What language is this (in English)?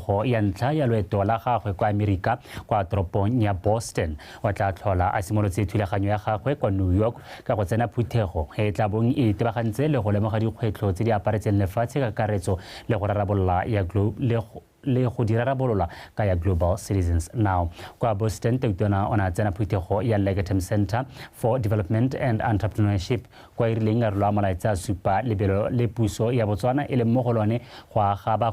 Tswana